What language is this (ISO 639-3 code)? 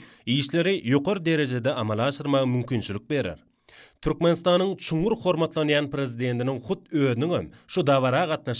tuk